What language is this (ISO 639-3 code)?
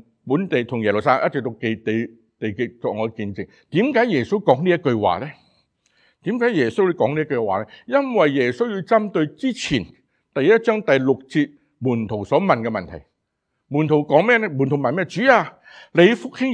yue